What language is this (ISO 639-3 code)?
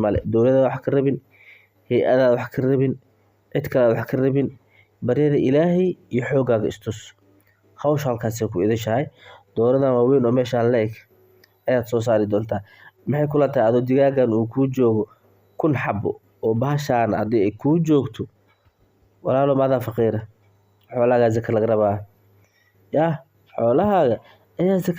som